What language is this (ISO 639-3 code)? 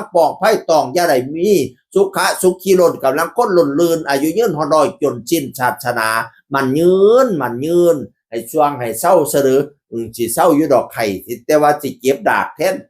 tts